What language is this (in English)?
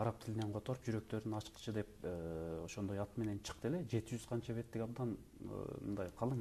Kyrgyz